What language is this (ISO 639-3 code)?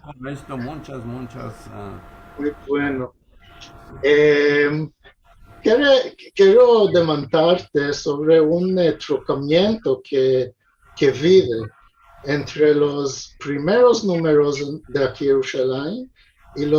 lad